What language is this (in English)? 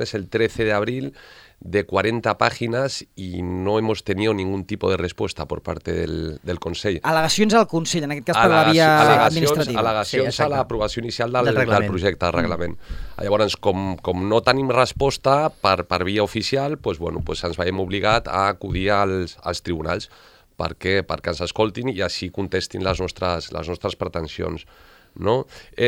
Catalan